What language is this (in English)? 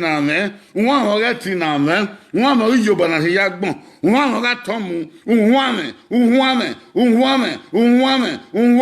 Bini